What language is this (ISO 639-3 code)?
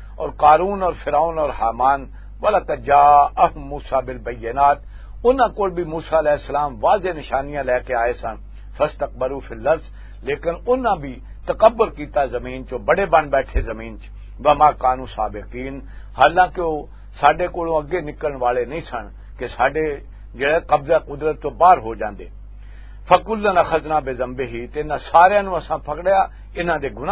lah